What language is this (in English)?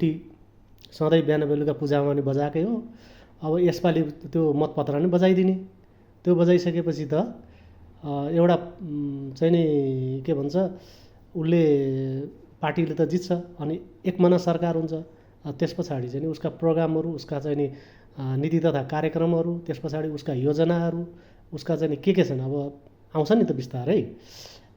Nepali